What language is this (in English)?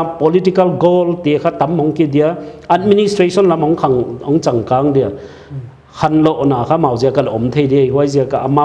Paite Chin